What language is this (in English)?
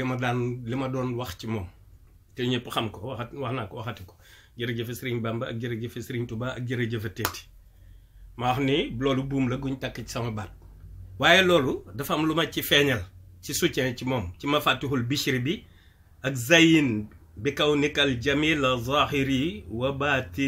Wolof